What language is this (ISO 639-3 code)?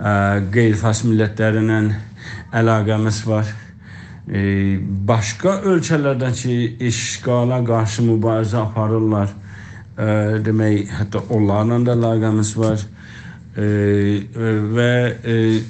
azb